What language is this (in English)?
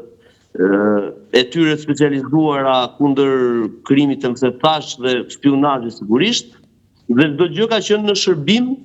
Albanian